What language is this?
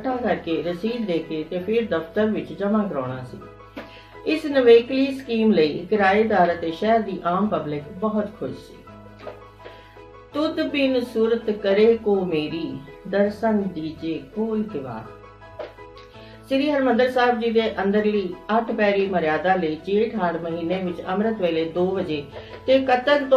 Punjabi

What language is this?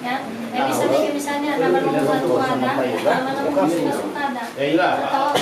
Nias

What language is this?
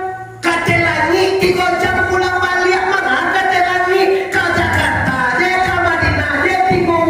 Minangkabau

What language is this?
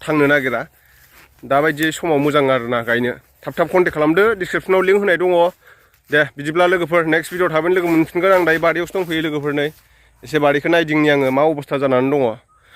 Bodo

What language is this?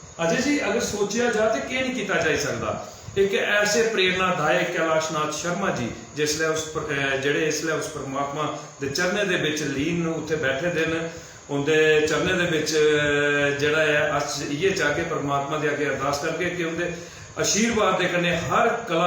Dogri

